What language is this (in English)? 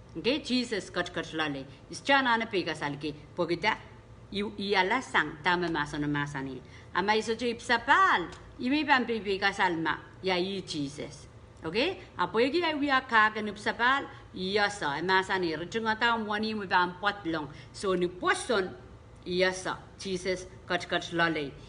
Pohnpeian